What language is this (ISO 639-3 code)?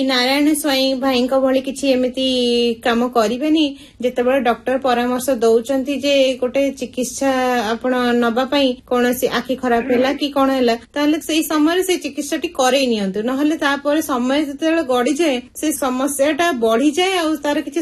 ori